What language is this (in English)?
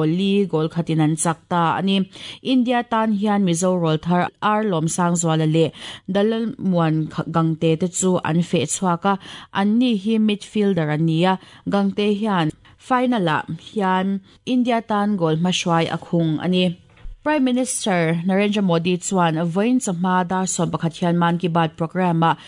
Mizo